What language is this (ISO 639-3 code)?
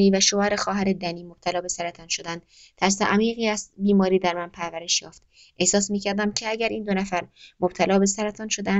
fas